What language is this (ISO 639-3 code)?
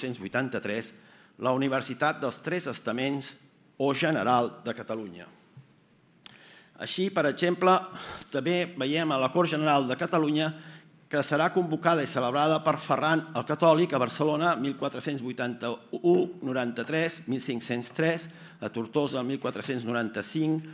cat